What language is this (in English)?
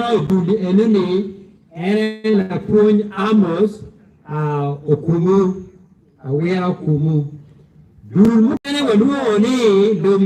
Acoli